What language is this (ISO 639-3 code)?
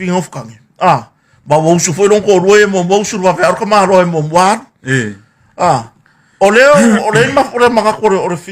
smo